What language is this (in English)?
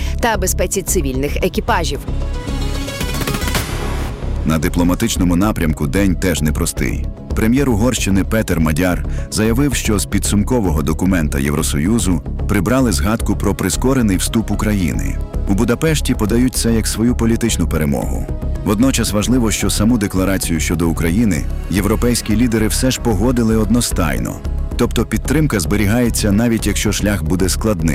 Ukrainian